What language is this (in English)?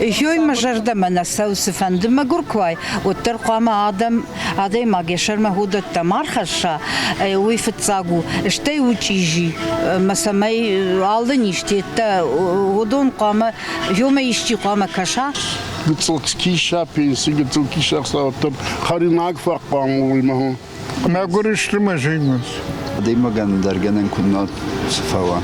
Ossetic